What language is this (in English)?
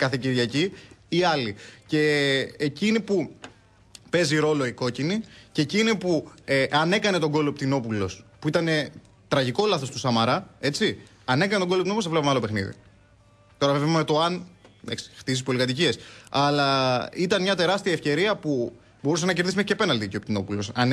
Greek